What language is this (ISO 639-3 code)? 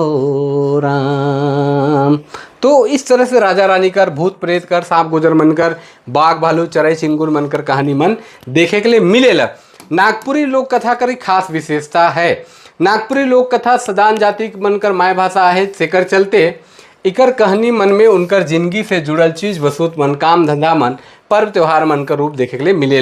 sck